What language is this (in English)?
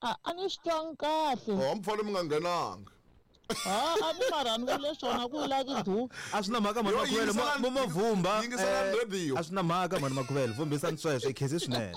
Tsonga